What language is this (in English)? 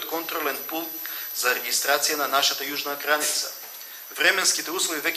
Macedonian